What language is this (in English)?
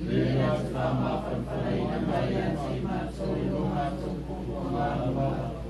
Samoan